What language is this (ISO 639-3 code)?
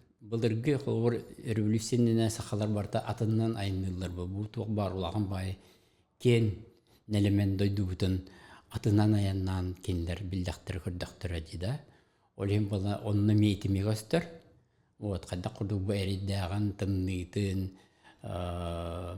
sah